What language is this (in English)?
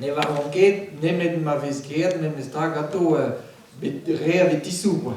Breton